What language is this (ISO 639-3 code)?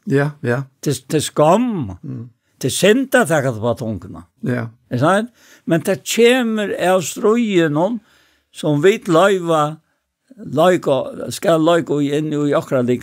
fao